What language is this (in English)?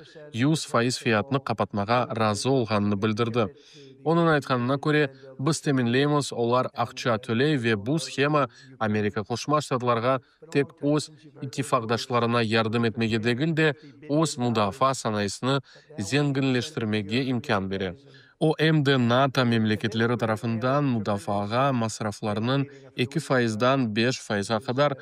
Crimean Tatar